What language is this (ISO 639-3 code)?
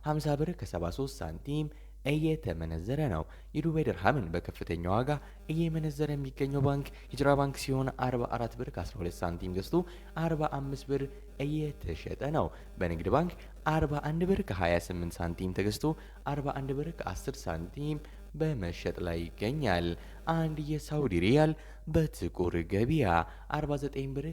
amh